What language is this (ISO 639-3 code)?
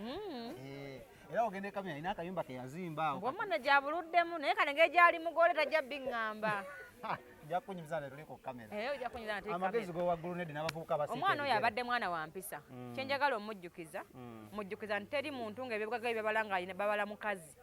lug